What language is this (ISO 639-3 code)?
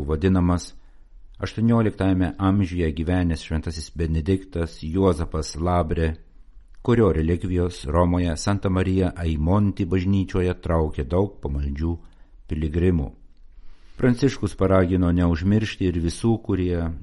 lit